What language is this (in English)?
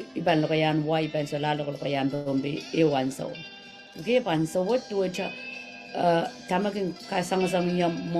Pohnpeian